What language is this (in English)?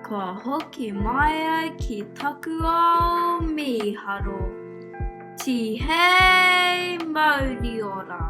Māori